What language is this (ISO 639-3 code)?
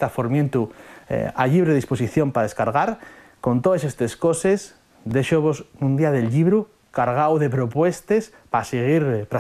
ast